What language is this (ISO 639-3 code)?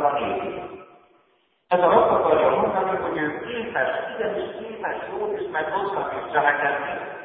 hun